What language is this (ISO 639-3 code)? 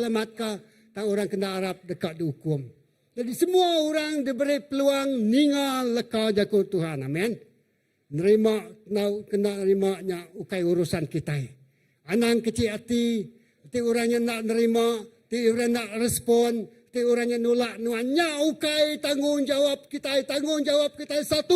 iba